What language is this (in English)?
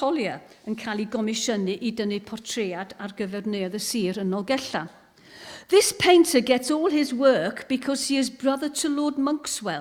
Welsh